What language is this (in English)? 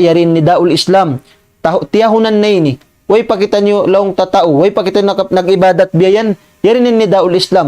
Tausug